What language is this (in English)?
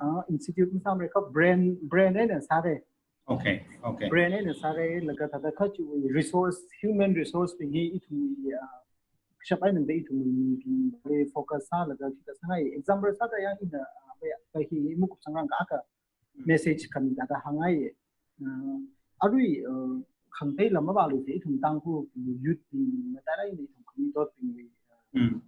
Tangkhul Naga (India)